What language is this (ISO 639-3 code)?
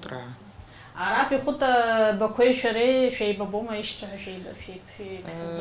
abk